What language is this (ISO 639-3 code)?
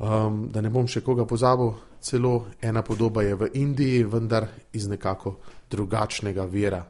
slv